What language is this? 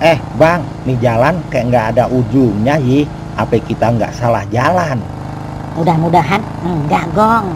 Betawi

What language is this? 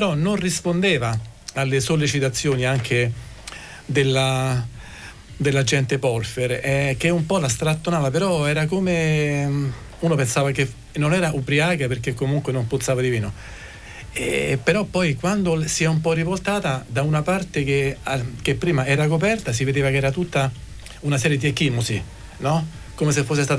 Italian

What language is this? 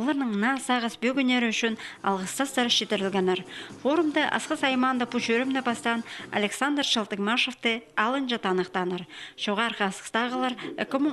Khakas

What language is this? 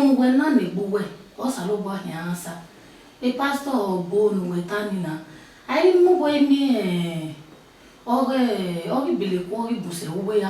Bini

